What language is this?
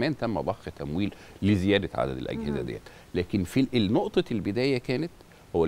Egyptian Arabic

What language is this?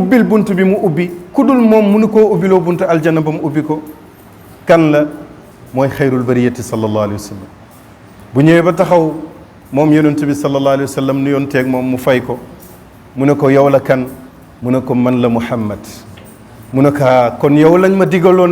Wolof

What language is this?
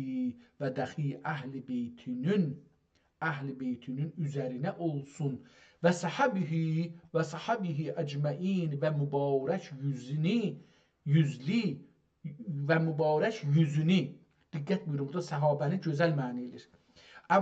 South Azerbaijani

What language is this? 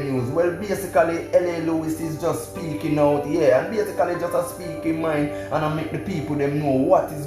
Jamaican Creole English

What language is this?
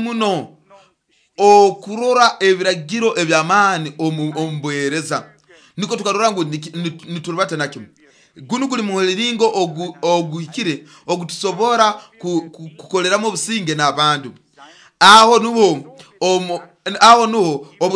Nyoro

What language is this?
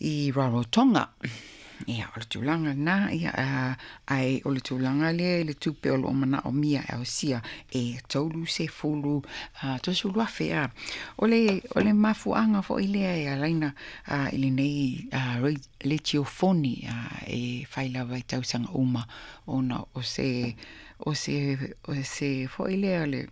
Samoan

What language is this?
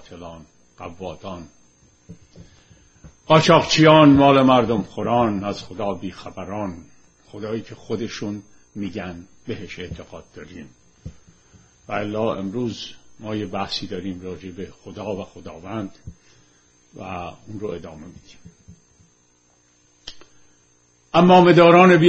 Persian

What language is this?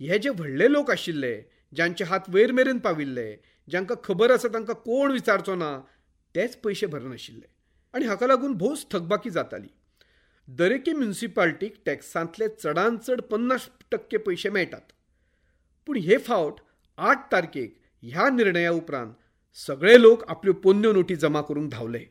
Konkani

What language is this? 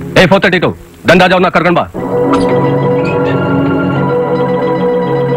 Kannada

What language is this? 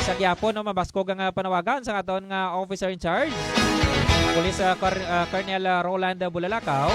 Hiligaynon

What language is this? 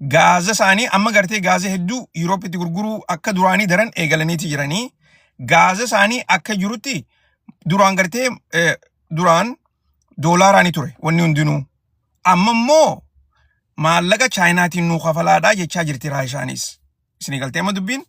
Oromo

